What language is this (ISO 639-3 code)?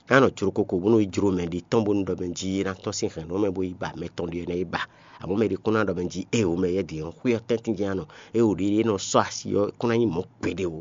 fon